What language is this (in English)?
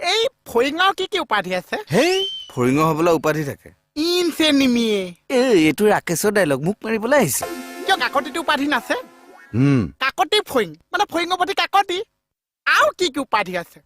Assamese